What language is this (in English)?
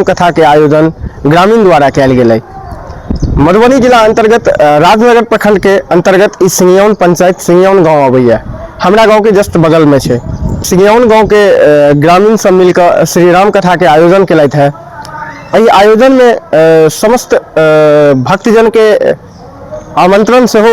Maithili